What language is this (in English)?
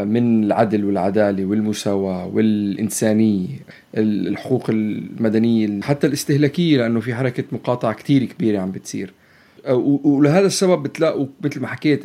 North Levantine Arabic